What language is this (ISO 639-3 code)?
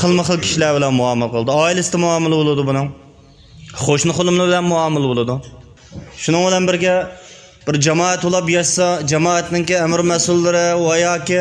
uig